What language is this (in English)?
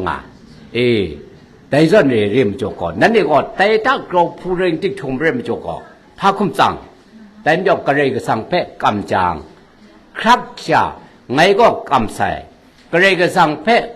Kachin